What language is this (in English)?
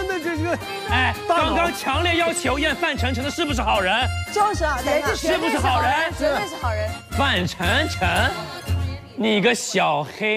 Chinese